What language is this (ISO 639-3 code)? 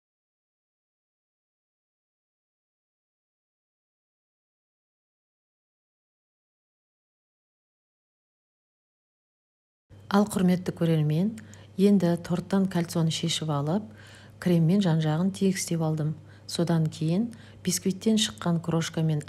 kaz